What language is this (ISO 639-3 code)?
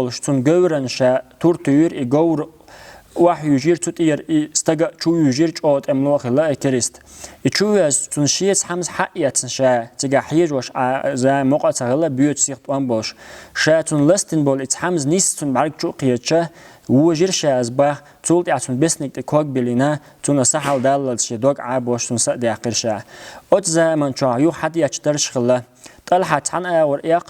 che